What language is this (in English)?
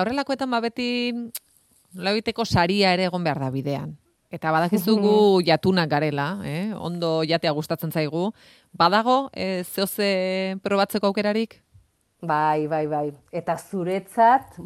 Basque